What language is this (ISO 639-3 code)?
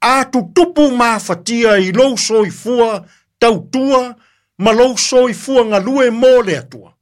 smo